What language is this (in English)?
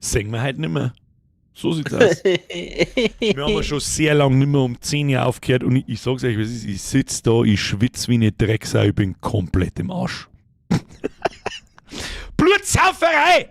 Bavarian